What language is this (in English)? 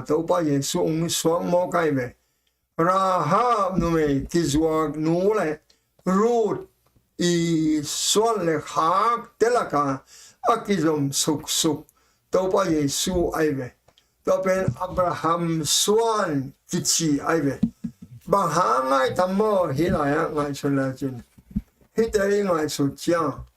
Tedim Chin